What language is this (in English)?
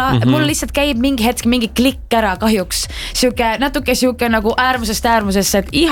Estonian